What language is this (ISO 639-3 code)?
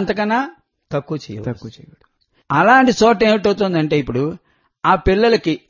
tel